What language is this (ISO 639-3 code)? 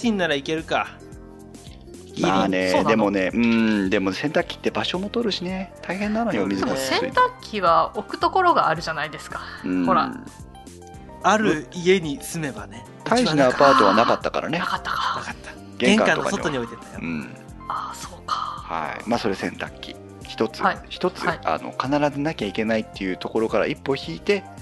jpn